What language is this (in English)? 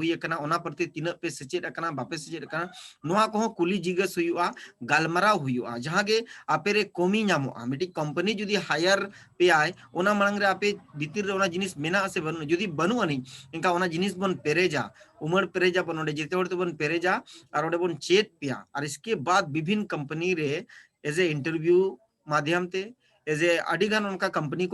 Santali